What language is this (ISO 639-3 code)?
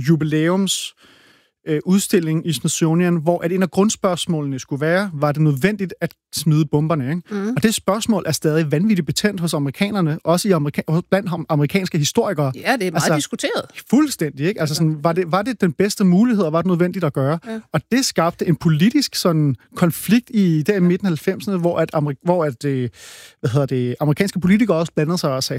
dan